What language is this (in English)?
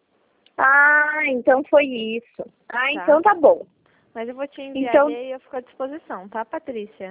Portuguese